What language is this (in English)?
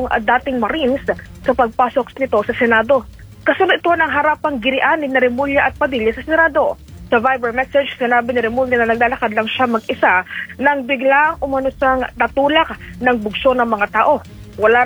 Filipino